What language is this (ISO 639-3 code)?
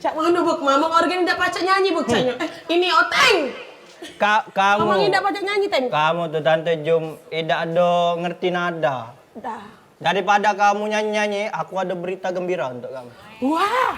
mui